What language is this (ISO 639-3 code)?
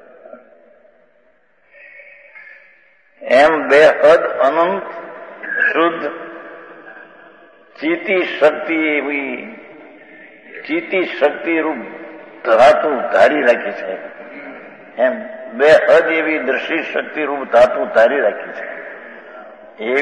guj